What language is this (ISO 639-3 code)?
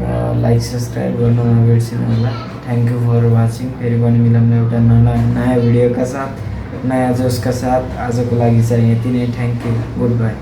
nep